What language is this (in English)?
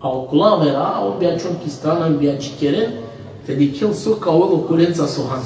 Balkan Romani